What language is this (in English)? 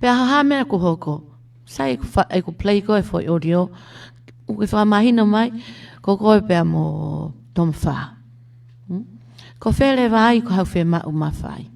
Tongan